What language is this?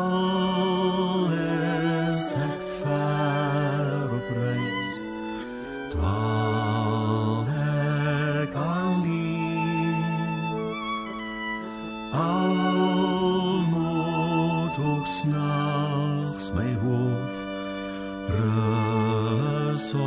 Afrikaans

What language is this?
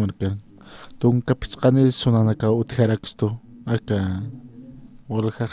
Aymara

